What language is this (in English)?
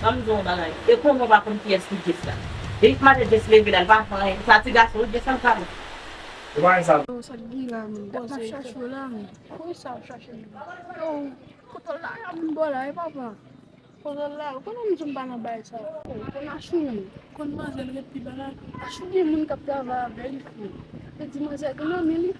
Haitian Creole